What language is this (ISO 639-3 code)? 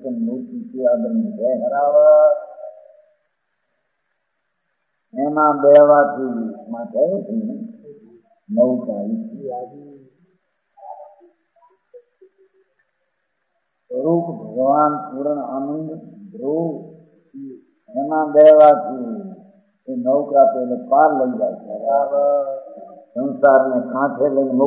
guj